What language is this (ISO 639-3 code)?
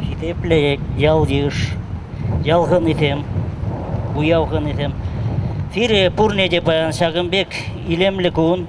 chv